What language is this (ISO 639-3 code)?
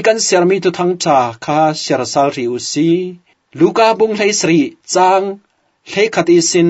cfm